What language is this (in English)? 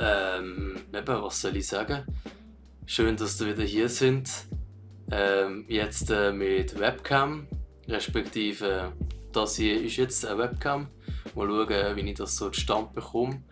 Swiss German